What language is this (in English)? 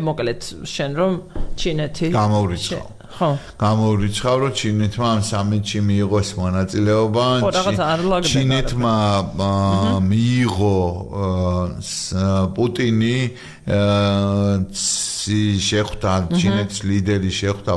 Georgian